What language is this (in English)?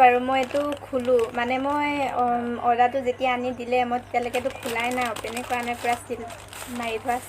Assamese